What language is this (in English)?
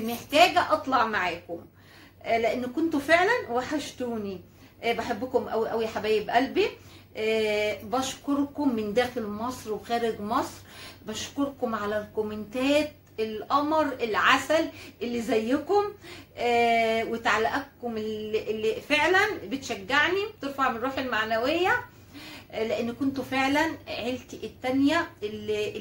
Egyptian Arabic